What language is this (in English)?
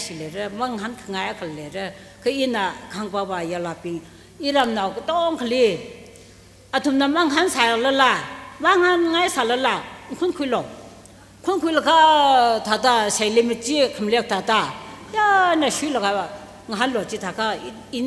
Tangkhul Naga (India)